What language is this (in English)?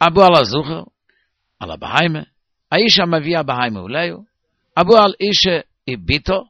Yiddish